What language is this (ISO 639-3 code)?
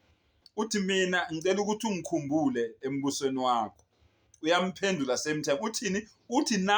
zul